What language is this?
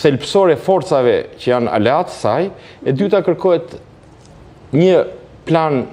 Albanian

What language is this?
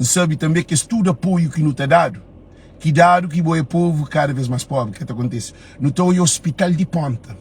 Kabuverdianu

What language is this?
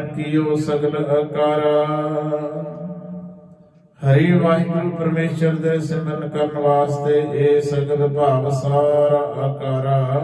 Punjabi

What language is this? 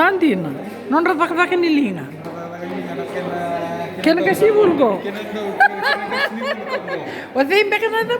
Fijian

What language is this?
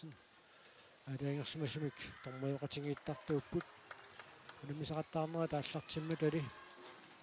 Kalaallisut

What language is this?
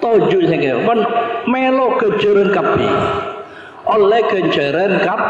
Madurese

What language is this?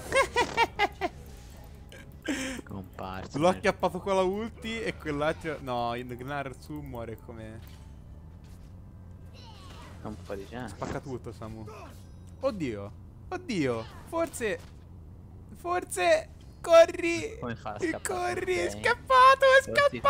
Italian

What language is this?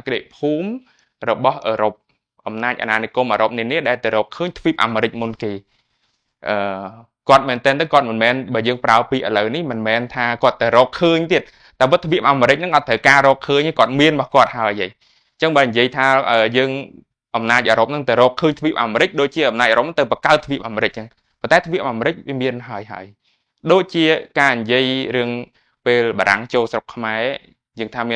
Khmer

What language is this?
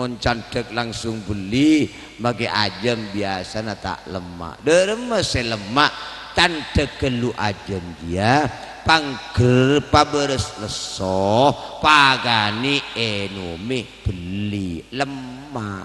Madurese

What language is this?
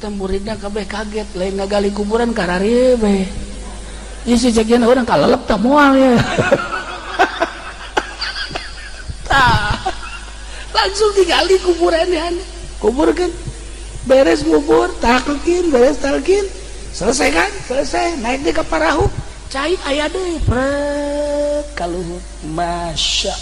Sundanese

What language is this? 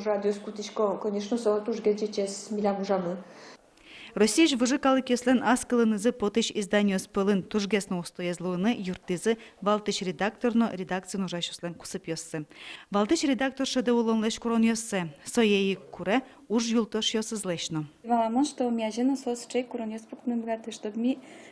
Udmurt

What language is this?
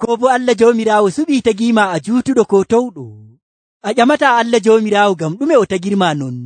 Nigerian Fulfulde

